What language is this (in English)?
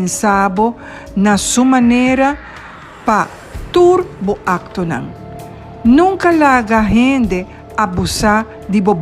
Papiamento